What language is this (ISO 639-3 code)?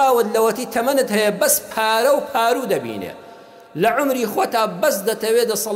ckb